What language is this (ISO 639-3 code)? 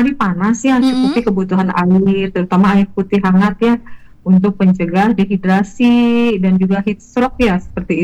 ind